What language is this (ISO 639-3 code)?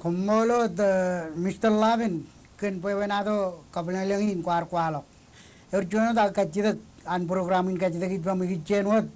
mah